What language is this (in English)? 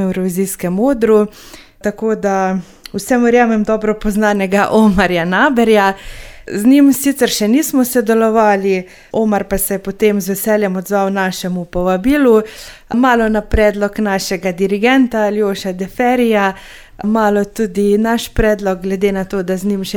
Slovenian